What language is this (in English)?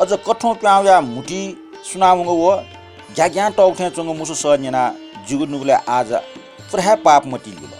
Newari